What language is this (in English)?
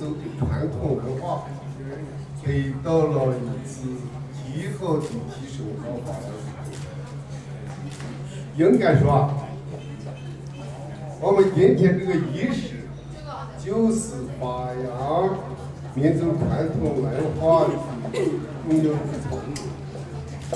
Chinese